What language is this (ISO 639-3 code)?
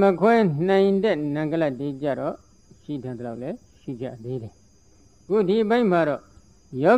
mya